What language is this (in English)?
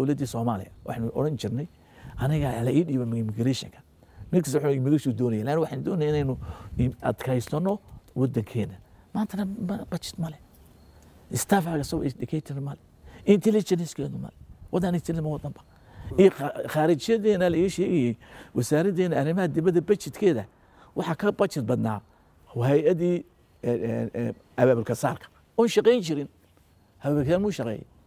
Somali